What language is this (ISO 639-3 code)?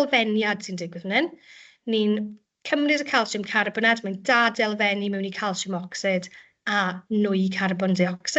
cym